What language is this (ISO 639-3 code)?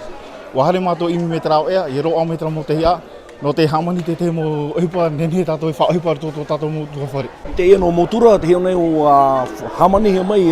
tah